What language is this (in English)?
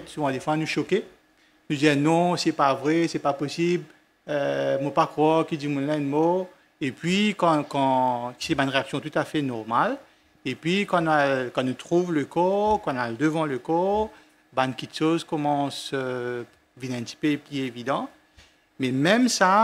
French